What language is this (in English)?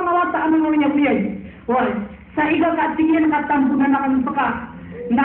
Maranao